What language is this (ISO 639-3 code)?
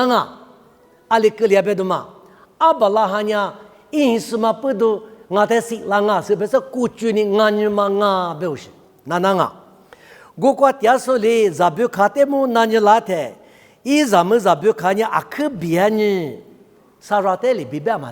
lis